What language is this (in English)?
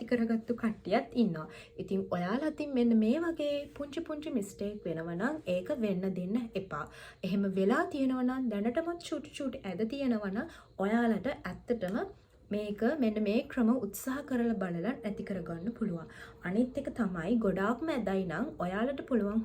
Sinhala